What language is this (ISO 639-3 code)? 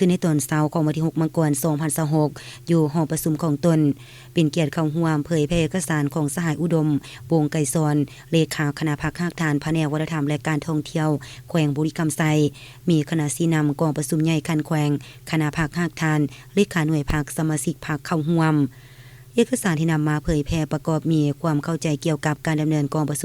lao